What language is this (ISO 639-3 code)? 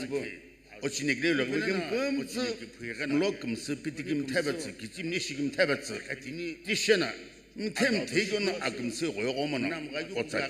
nsm